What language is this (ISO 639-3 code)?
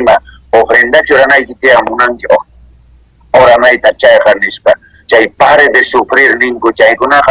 que